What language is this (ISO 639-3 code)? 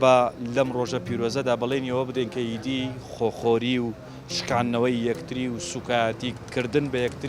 ckb